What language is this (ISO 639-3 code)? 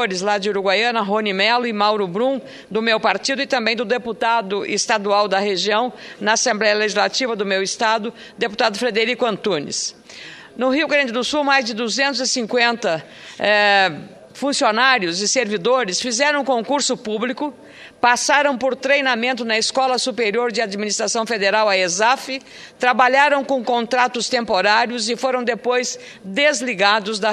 por